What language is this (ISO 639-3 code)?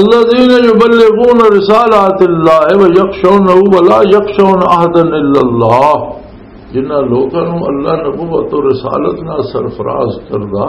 lah